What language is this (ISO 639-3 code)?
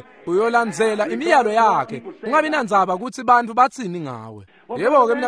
ssw